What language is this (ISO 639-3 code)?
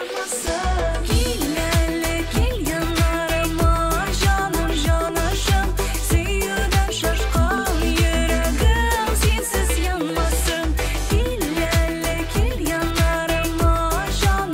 tat